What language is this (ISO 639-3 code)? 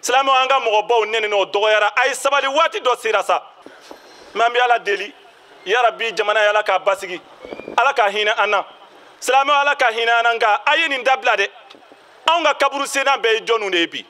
bam